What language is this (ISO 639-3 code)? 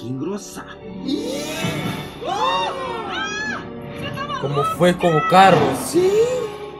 por